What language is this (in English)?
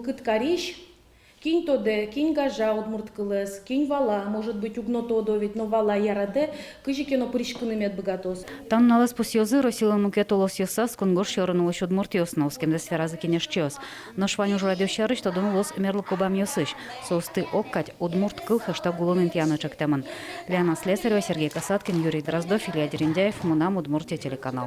Udmurt